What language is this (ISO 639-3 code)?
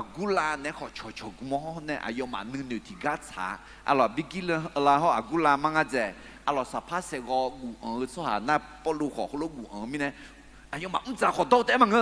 ahk